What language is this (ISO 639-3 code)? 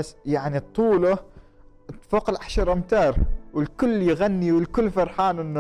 afb